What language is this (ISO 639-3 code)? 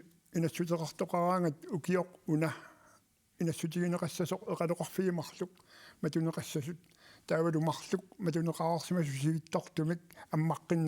kal